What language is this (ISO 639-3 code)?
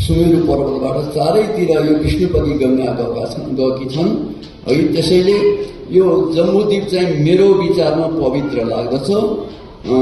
nep